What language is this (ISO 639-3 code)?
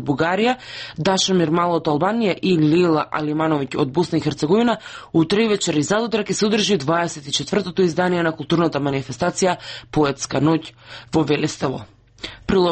mkd